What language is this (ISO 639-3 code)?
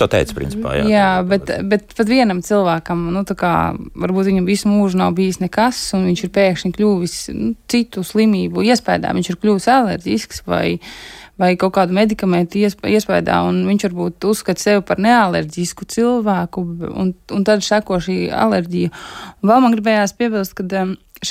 lav